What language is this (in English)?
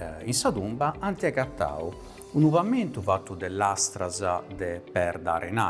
Sardinian